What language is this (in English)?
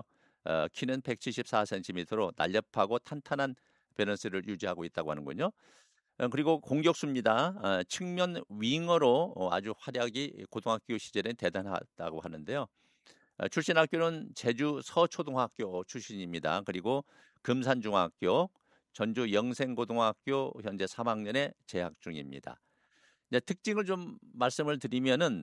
Korean